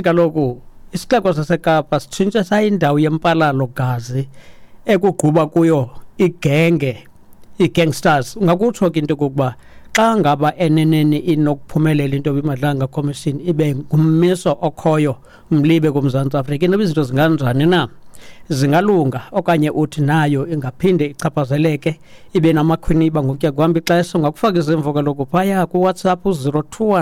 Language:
Xhosa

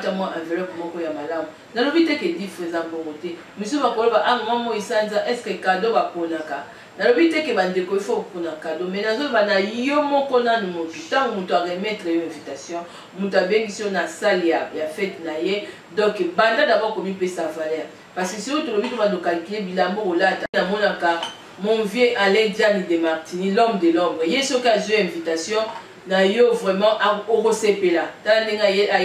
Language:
Lingala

